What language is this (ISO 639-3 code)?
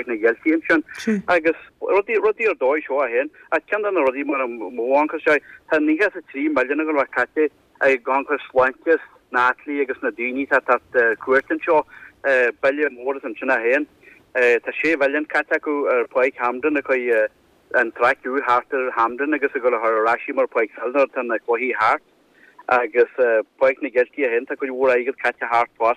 gle